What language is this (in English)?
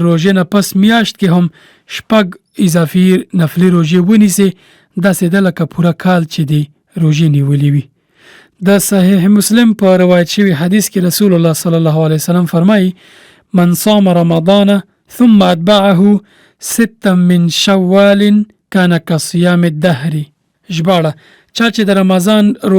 Pashto